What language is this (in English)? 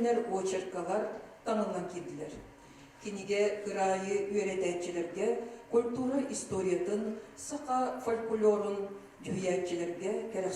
Yakut